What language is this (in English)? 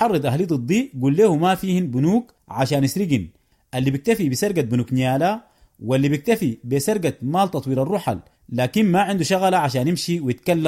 Sudanese Arabic